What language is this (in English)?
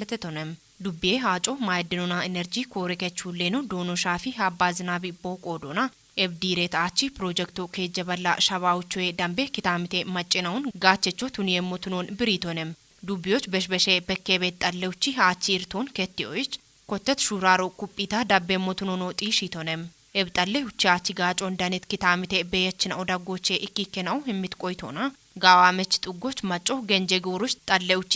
Kafa